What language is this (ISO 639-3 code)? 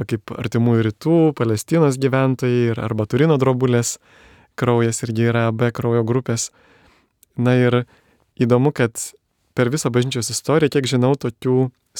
lit